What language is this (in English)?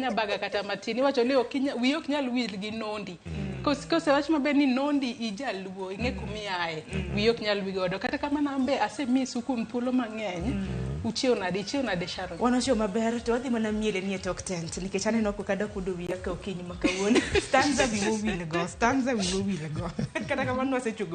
Luo (Kenya and Tanzania)